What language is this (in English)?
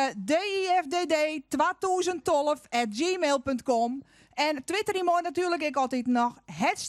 Western Frisian